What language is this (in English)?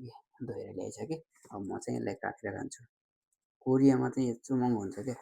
Nepali